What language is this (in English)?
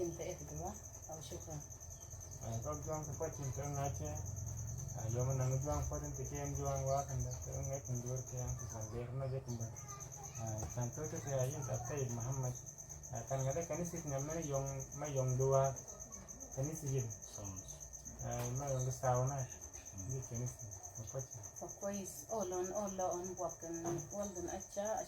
Mabaan